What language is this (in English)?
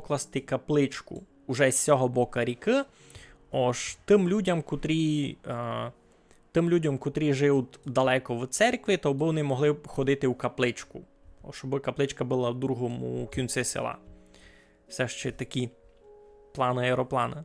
Rusyn